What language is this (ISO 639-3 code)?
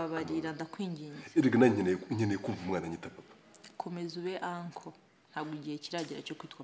kin